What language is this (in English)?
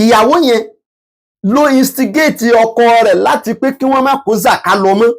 Yoruba